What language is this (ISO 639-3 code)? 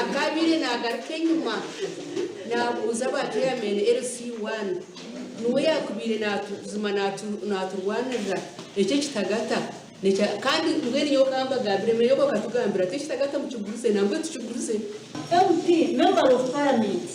nyn